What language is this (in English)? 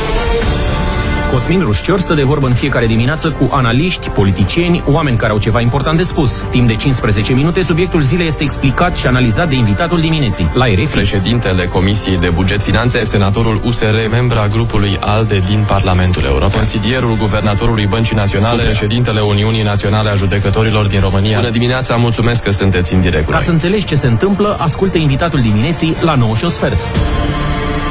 Romanian